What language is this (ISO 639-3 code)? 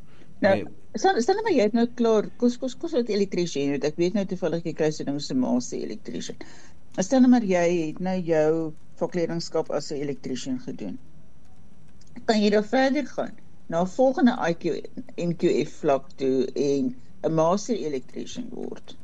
afr